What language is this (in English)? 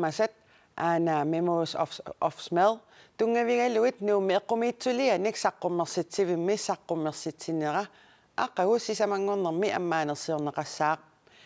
Kalaallisut